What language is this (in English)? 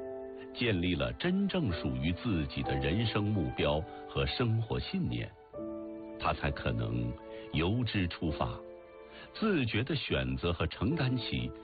Chinese